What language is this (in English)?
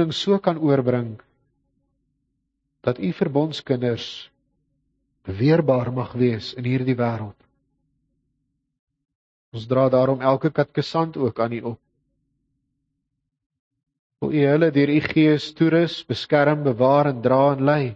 Afrikaans